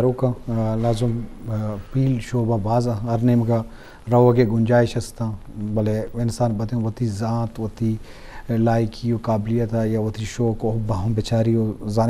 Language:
Eastern Balochi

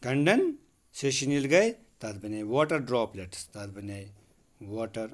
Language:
Kashmiri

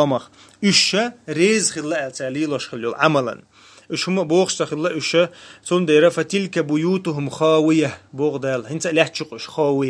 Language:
Chechen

